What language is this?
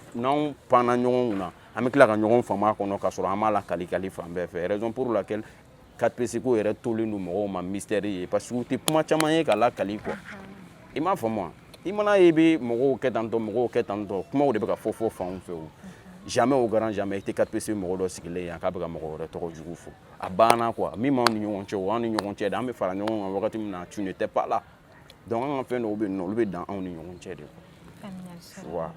Bambara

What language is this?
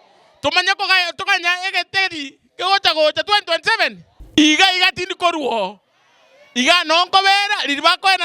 Gusii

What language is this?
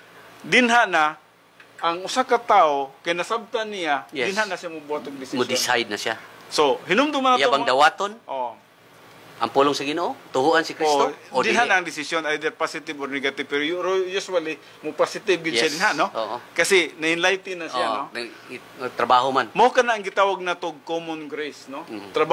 Cebuano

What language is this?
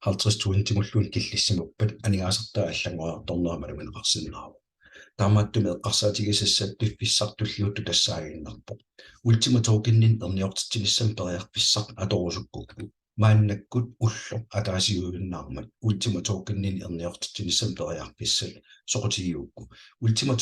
Kalaallisut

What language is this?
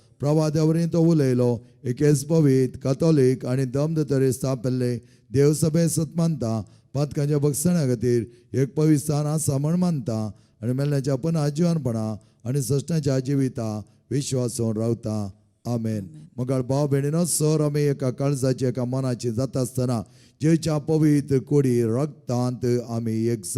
Konkani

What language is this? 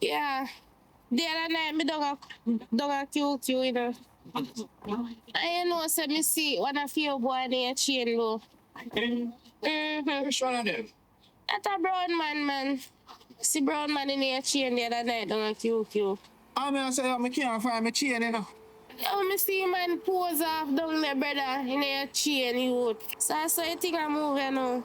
Jamaican Creole English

